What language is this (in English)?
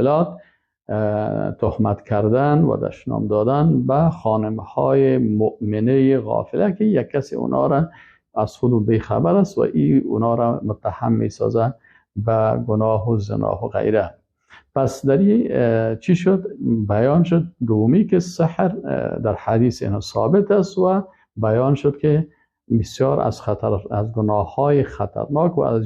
Persian